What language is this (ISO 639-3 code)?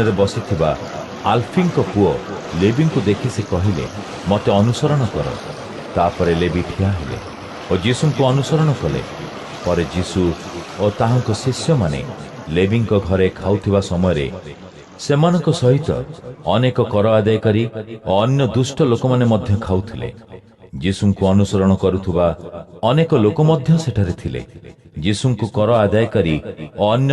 ori